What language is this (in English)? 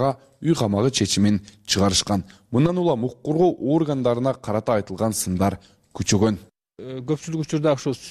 Kyrgyz